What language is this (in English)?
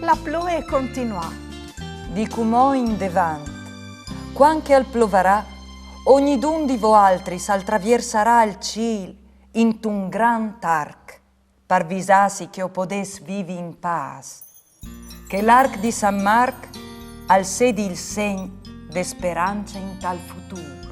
Friulian